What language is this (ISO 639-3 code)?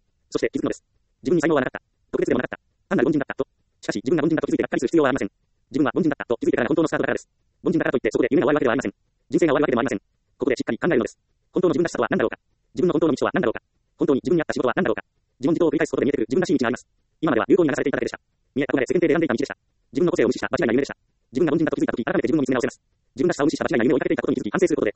jpn